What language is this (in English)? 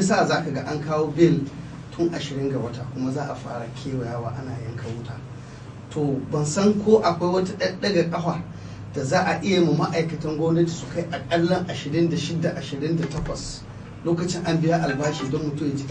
Hausa